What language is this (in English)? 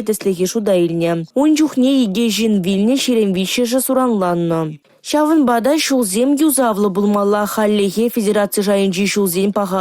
Chuvash